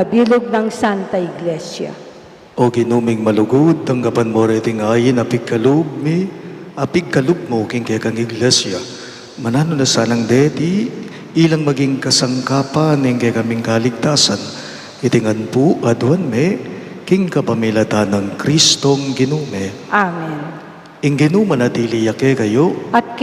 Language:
Pampanga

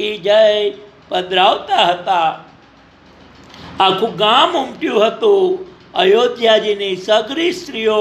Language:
Gujarati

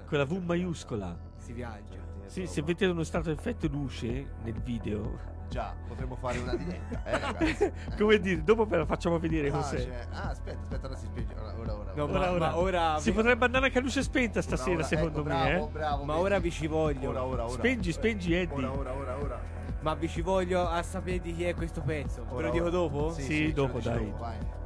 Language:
Italian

